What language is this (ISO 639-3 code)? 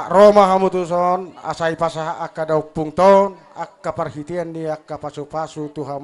bbc